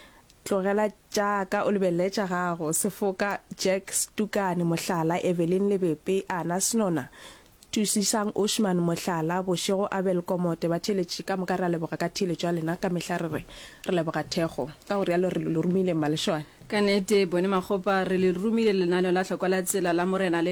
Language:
Northern Sotho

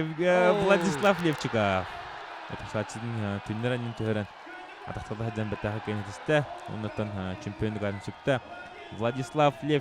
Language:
Yakut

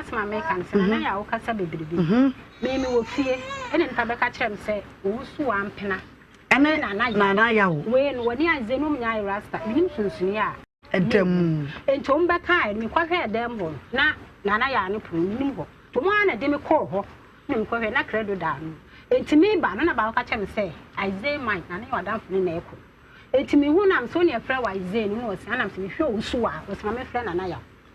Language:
Akan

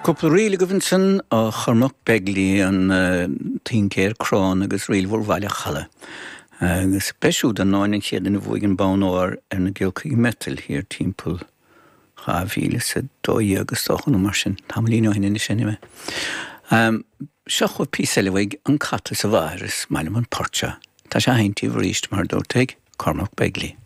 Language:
Irish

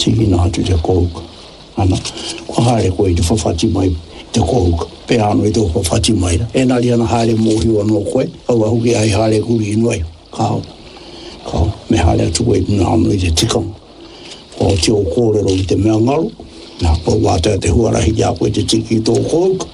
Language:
Māori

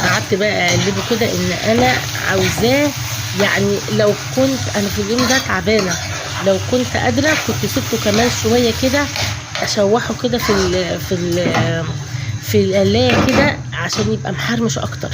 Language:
Egyptian Arabic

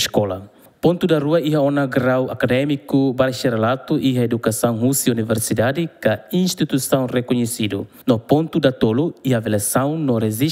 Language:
Tetum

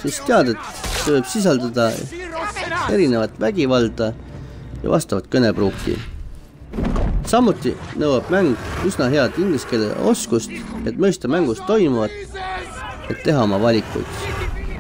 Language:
Estonian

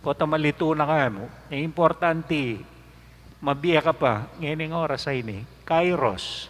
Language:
Pampanga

